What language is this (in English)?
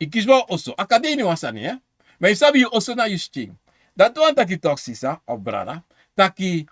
Sranan Tongo